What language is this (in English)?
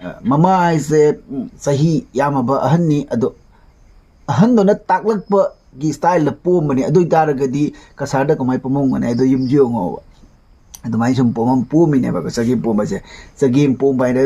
Manipuri